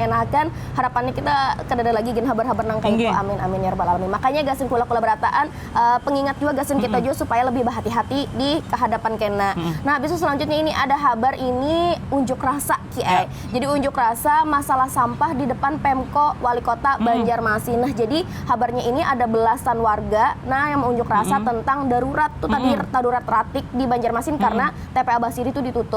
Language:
Banjar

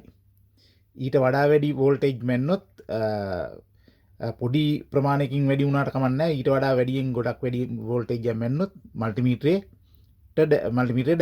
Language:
Sinhala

